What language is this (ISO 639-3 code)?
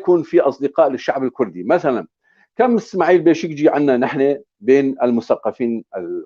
apc